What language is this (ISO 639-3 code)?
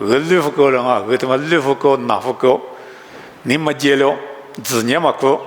lis